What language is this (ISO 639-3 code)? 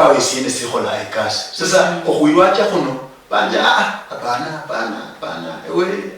luy